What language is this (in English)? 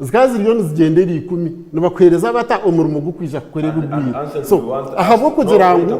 Nyankole